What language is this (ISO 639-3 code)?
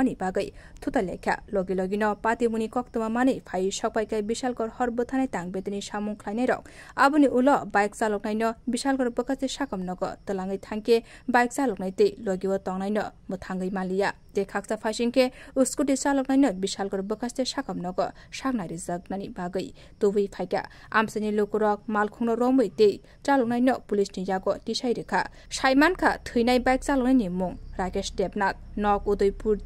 trp